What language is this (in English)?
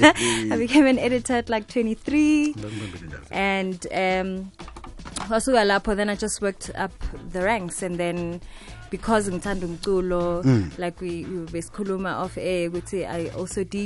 South Ndebele